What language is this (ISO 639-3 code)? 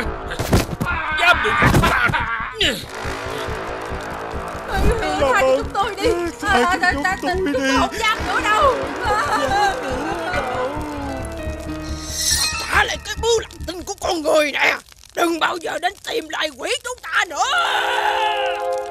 vie